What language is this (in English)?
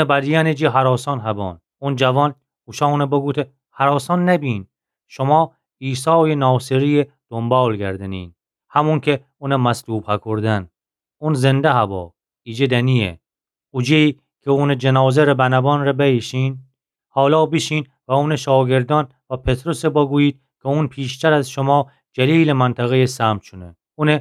Gilaki